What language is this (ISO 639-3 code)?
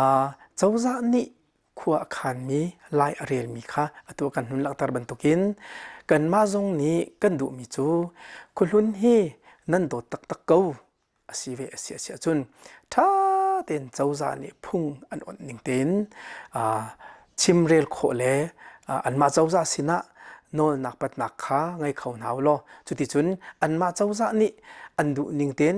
cnh